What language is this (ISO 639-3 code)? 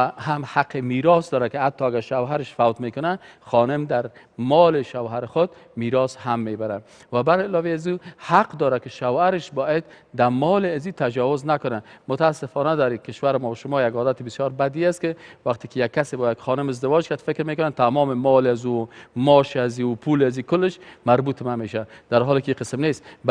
fas